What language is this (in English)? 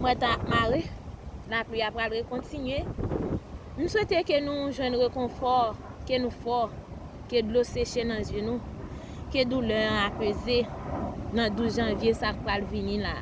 Haitian Creole